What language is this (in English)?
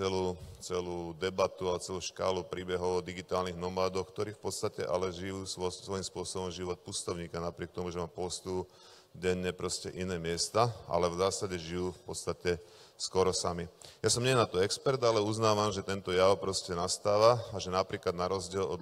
Slovak